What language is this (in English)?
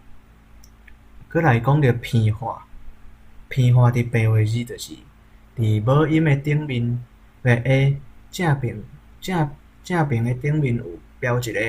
Min Nan Chinese